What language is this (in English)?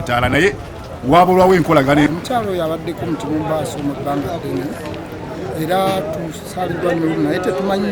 Ganda